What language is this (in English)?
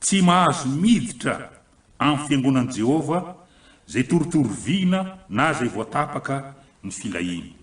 Malagasy